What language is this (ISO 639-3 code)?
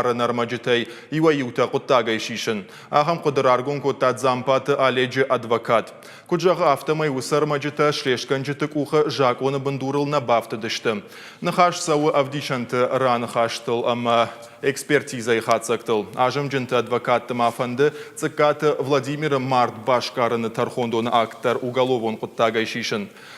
oss